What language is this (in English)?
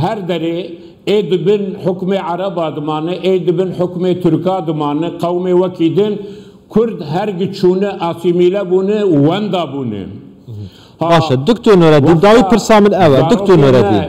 Kurdish